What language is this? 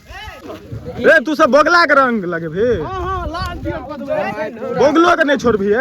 Maithili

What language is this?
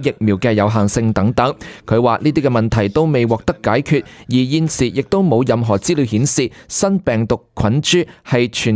Cantonese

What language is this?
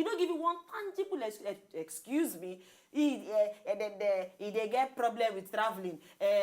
Nigerian Pidgin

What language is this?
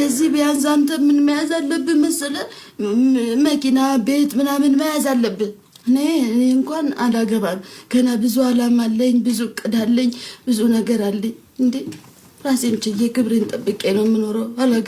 Amharic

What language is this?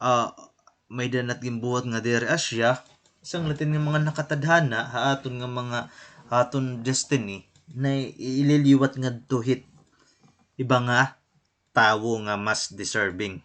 Waray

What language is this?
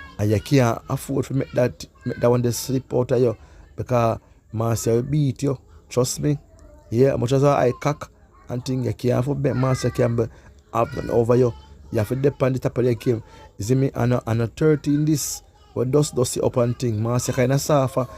Jamaican Creole English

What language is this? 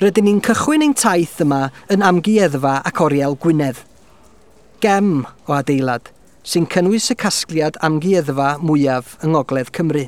Welsh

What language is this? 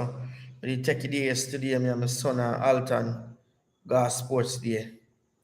Jamaican Creole English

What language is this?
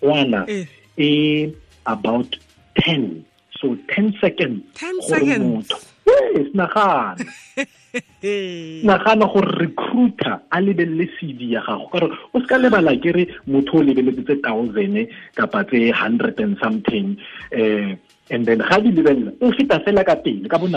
Tswana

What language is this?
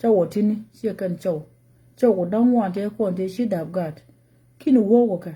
Nuer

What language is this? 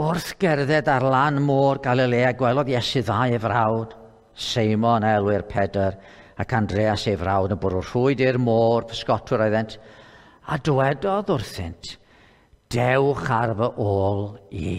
Welsh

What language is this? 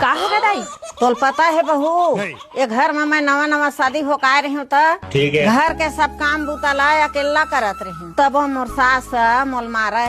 Chhattisgarhi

